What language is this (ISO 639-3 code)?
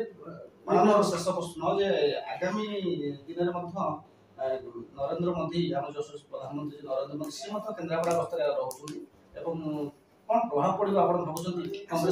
ori